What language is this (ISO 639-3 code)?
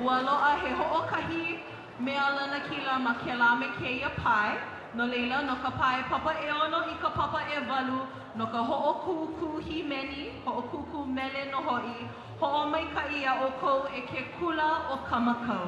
haw